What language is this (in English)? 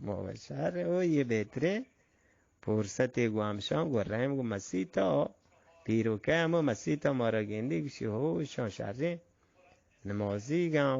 Eastern Balochi